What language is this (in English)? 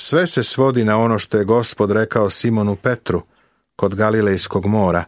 Serbian